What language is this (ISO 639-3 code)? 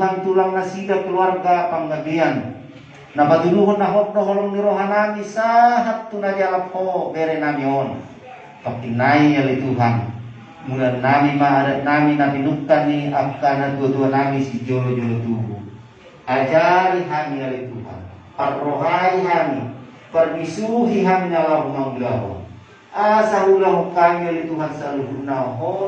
bbc